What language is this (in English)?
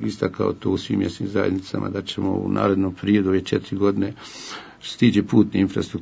Bosnian